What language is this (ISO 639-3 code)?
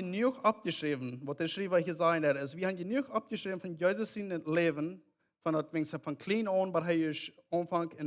pdt